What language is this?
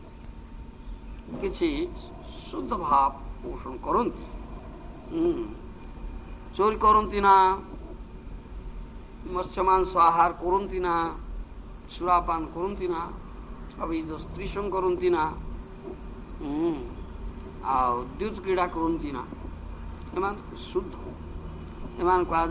Odia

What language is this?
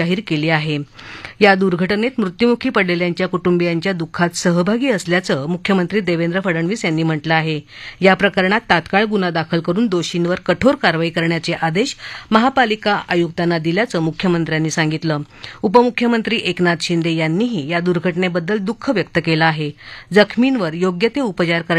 Marathi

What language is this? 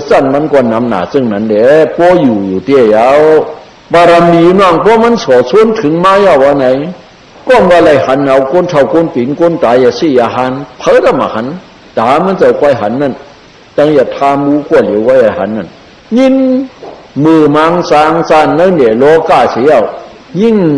Shan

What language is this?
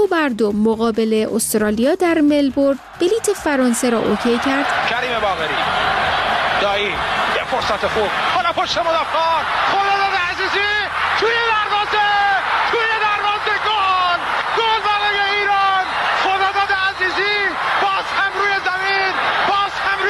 Persian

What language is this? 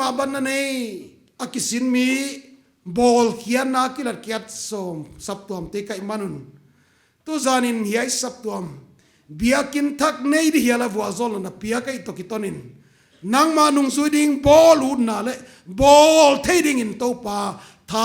Paite Chin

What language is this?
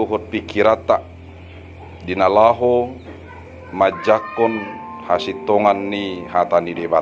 Batak Toba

